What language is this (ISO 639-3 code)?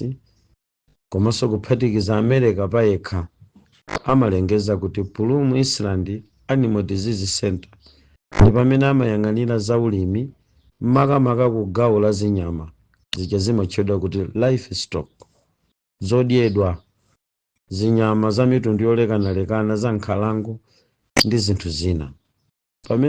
nya